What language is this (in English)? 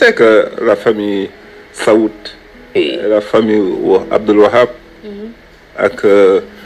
Wolof